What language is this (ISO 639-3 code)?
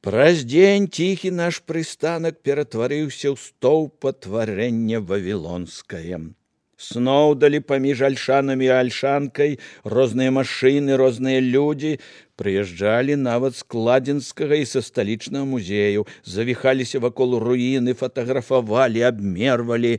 bel